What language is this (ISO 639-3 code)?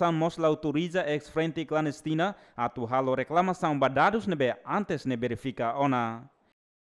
tet